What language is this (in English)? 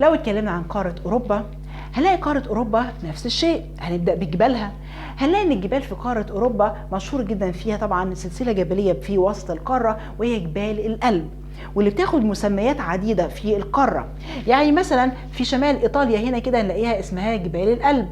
Egyptian Arabic